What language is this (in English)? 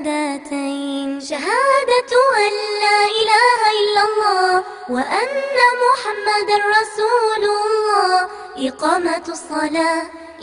Chechen